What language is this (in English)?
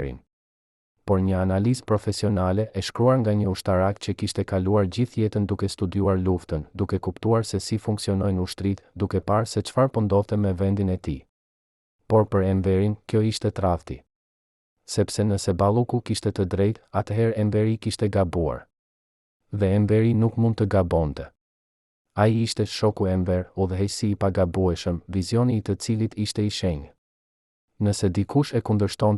Albanian